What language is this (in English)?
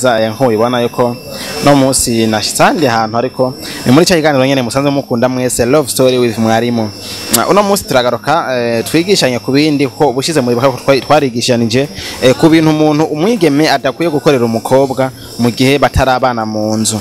Rundi